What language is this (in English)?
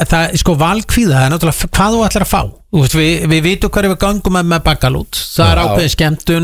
Icelandic